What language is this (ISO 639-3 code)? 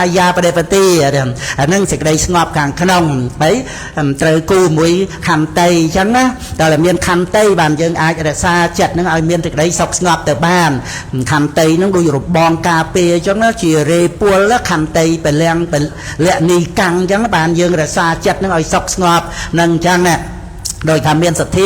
khm